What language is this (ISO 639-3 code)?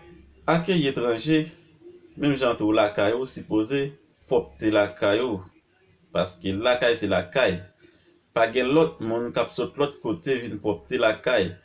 hat